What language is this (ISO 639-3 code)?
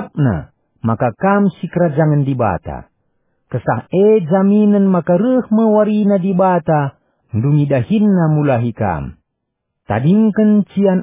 btx